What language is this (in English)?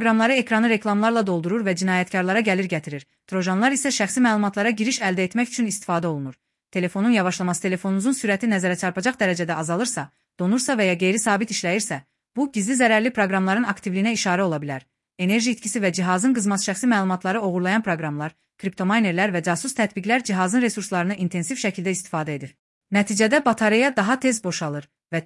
Azerbaijani